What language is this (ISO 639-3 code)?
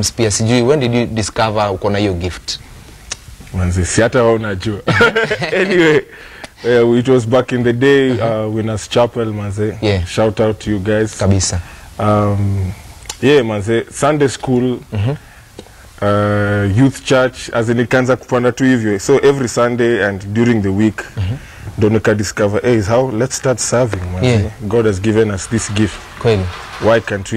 swa